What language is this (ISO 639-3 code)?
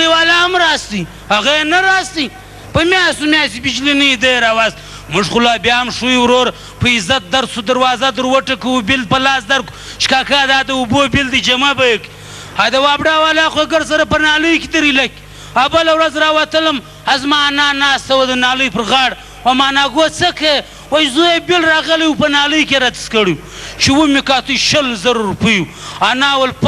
pus